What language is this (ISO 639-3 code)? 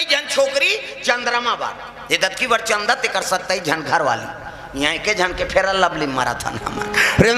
hne